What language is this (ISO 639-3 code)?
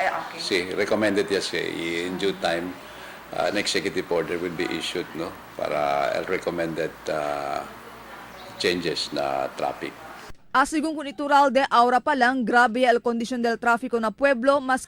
cbk